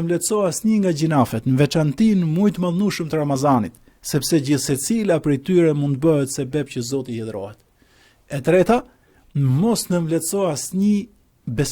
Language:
Albanian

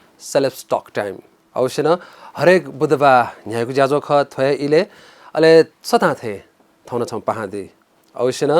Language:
Newari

